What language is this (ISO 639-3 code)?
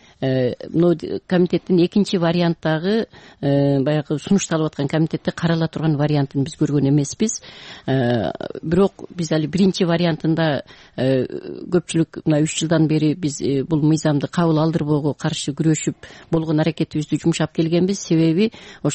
kir